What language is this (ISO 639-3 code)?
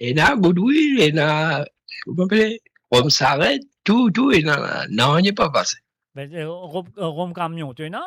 mfe